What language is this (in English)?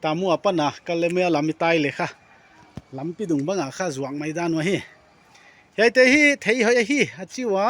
Paite Chin